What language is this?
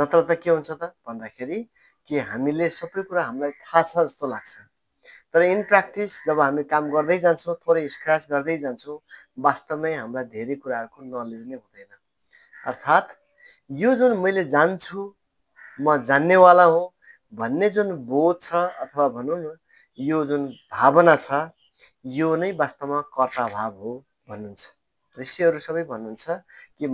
Nepali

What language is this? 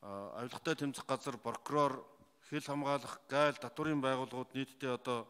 Mongolian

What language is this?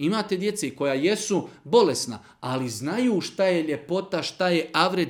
Bosnian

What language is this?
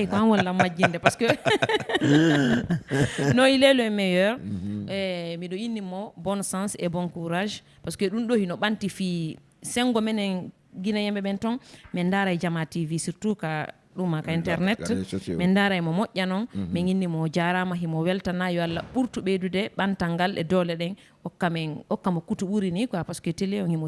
Fula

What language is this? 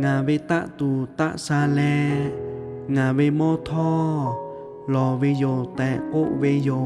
Lahu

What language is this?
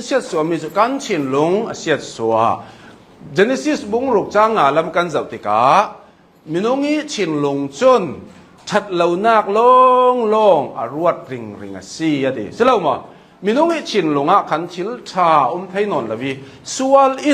Hakha Chin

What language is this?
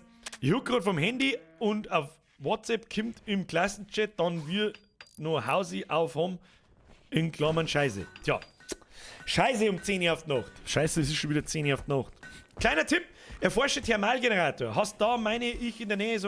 Bavarian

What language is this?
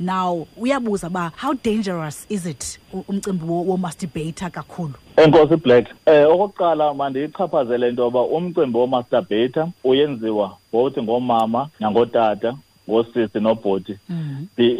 Xhosa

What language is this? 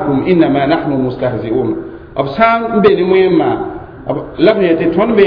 Mossi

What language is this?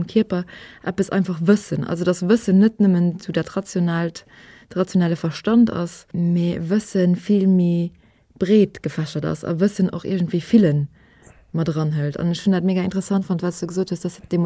Luxembourgish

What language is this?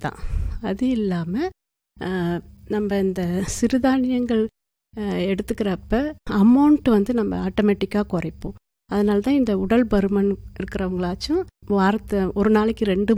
Tamil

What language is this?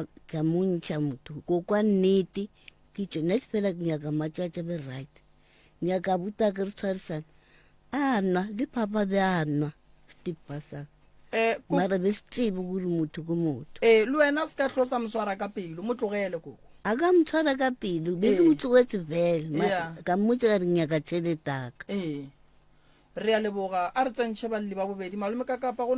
Northern Sotho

